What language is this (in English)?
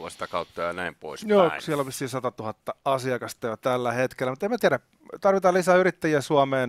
Finnish